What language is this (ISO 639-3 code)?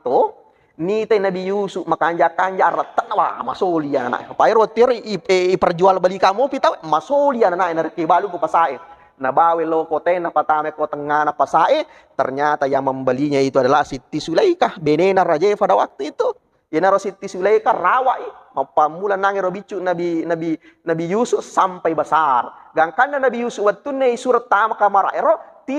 bug